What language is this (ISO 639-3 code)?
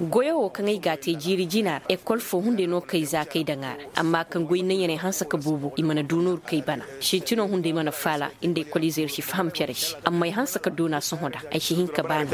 ses